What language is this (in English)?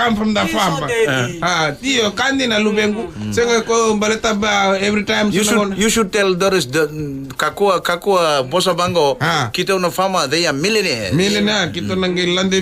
Fijian